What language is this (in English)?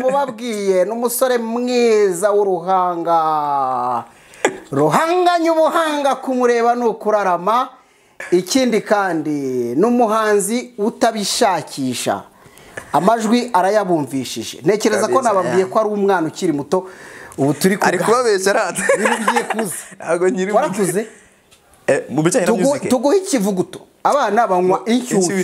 Kinyarwanda